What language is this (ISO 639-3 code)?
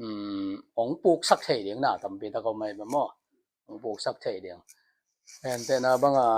ctd